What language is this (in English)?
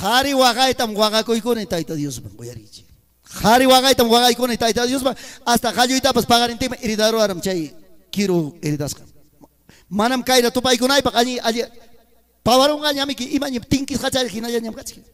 Ayacucho Quechua